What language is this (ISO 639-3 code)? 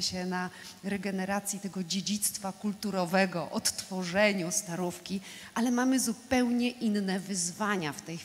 pol